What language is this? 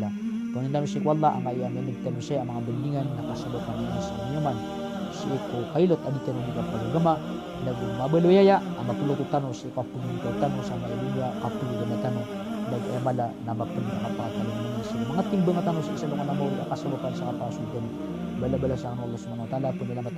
Maranao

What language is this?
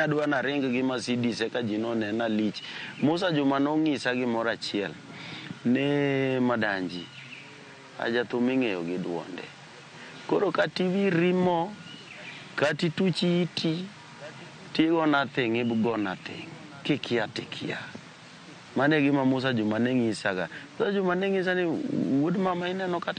Luo (Kenya and Tanzania)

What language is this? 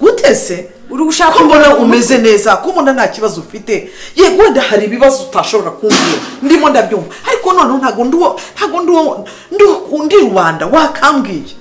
Kinyarwanda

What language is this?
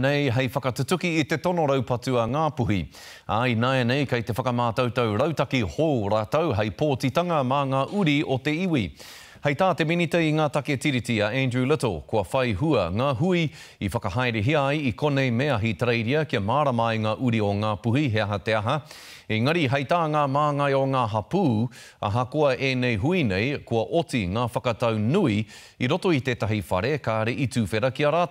Māori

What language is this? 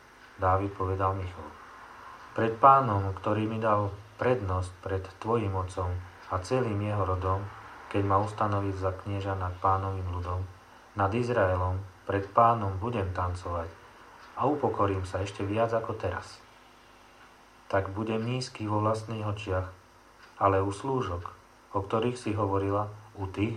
Slovak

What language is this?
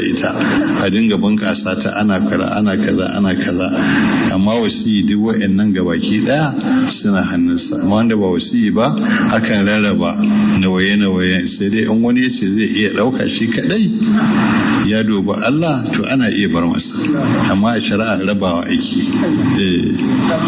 Hausa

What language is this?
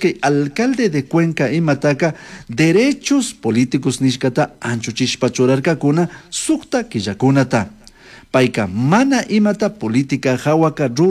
Chimborazo Highland Quichua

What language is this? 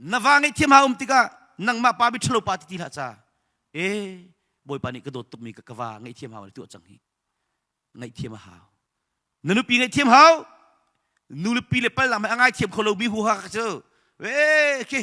Hakha Chin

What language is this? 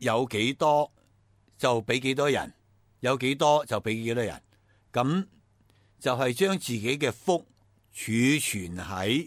Cantonese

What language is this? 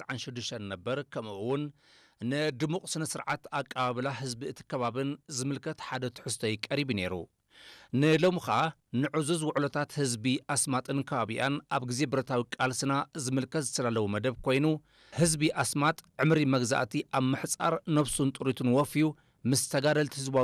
Tigrinya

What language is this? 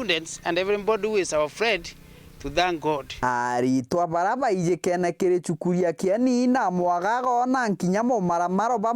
Meru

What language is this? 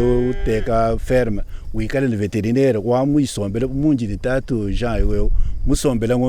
Luba-Lulua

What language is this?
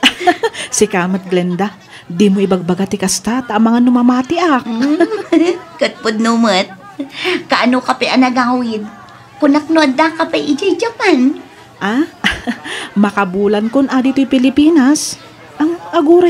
Iloko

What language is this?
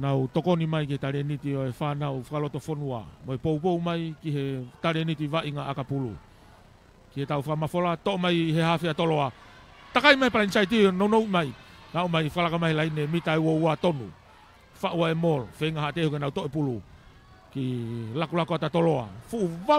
Tongan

